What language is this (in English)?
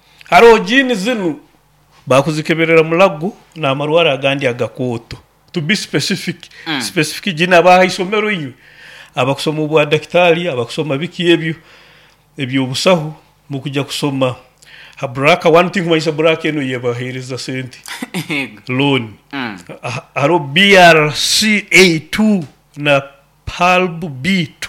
Nyoro